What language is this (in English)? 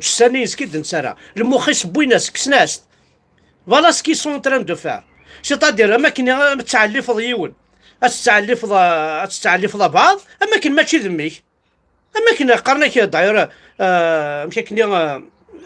Kabyle